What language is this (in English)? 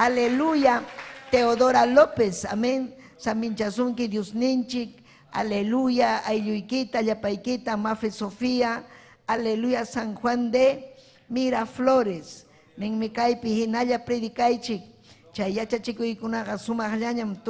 Ayacucho Quechua